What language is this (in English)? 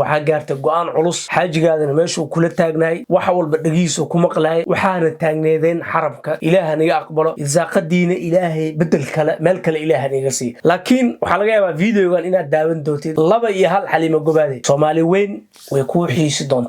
Somali